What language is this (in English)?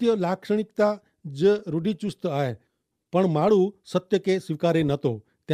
Kachhi